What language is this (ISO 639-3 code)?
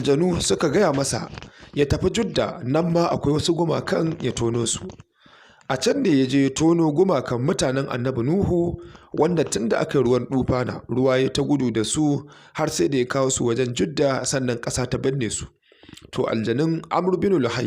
hau